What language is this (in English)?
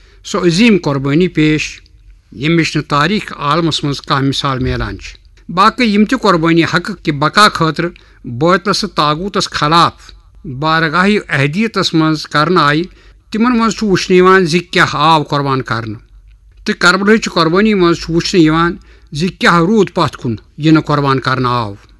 Kashmiri